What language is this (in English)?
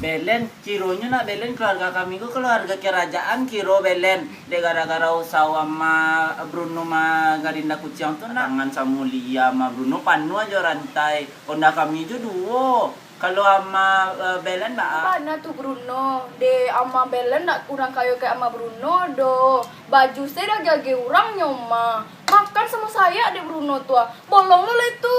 Minangkabau